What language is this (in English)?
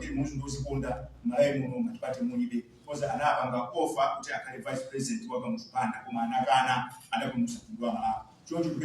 Nyanja